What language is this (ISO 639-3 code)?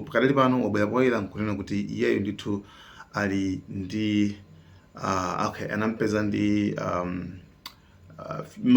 nya